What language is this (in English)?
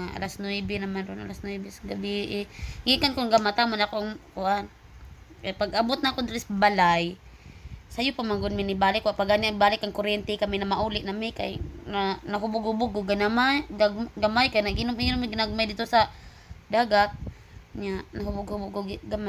Cebuano